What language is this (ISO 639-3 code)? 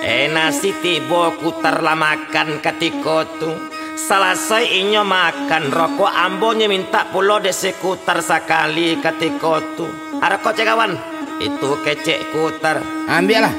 min